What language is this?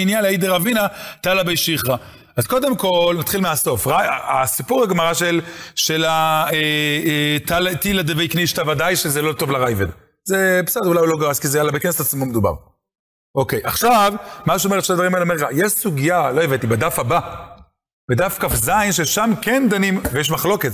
Hebrew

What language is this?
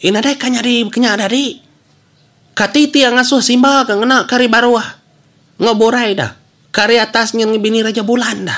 Iban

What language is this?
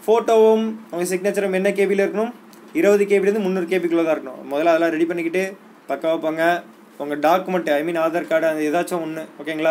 Tamil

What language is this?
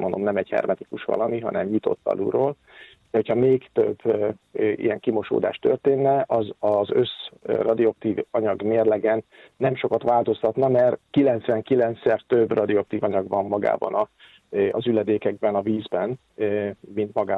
Hungarian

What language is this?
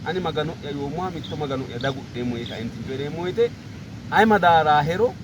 Sidamo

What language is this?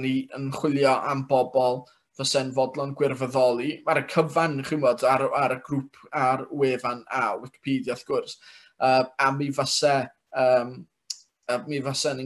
Welsh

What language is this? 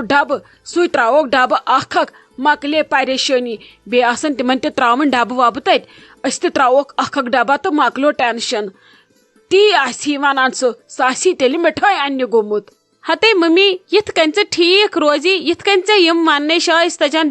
Kashmiri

